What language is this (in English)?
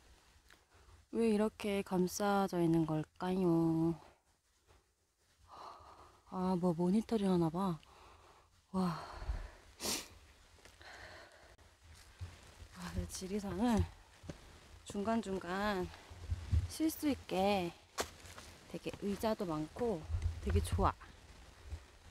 Korean